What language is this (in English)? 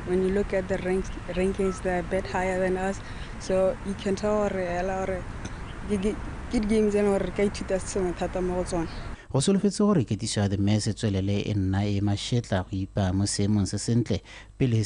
Tswana